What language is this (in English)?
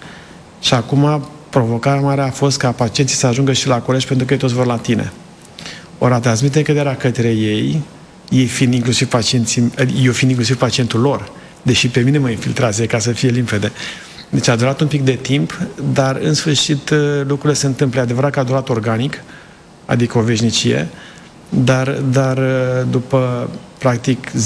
Romanian